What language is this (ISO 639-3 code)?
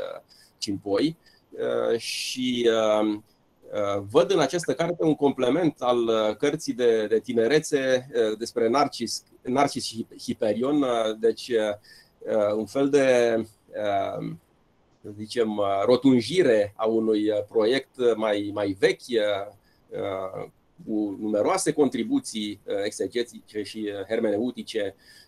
ron